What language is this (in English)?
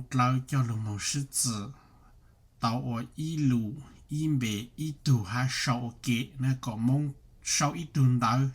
Hmong